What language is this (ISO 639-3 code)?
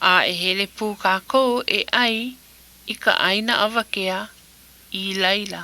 haw